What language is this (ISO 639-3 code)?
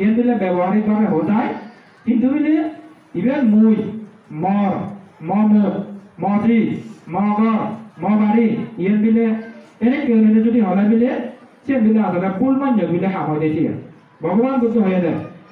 ccp